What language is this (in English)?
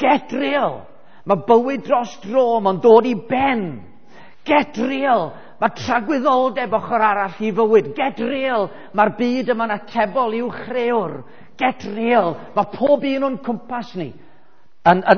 Welsh